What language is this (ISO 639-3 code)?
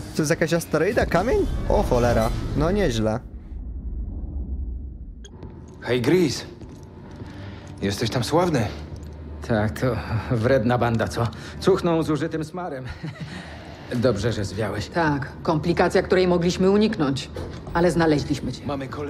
pol